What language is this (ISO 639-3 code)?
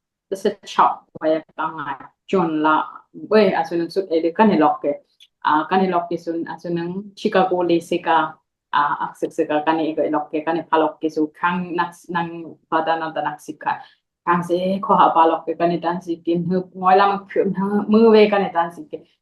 dis